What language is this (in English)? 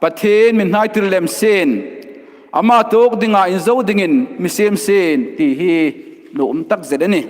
Hmar